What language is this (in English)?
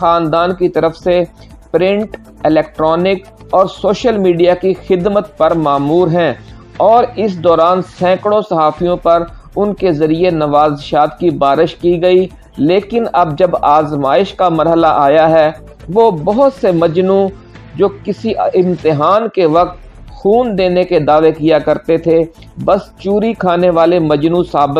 Urdu